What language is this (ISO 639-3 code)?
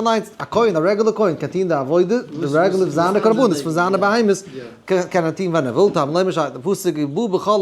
yid